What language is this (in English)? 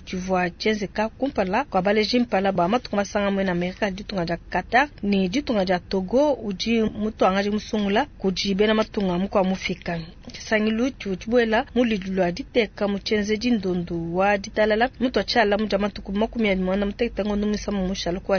Luba-Lulua